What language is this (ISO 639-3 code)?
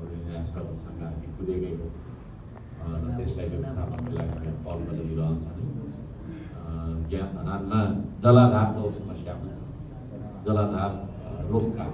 nep